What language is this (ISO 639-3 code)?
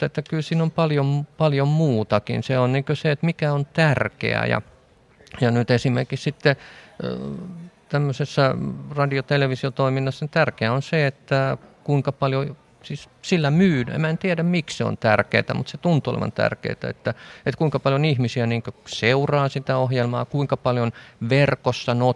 fin